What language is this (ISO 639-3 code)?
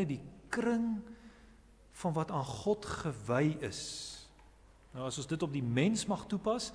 afr